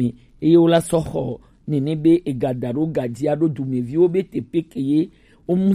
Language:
Gen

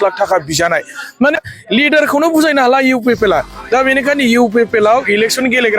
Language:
Bodo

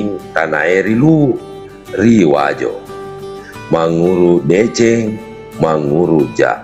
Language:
Buginese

